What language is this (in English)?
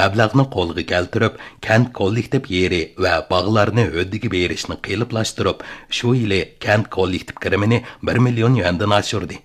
Uyghur